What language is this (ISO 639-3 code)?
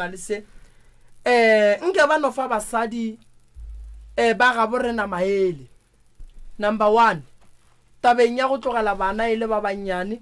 nso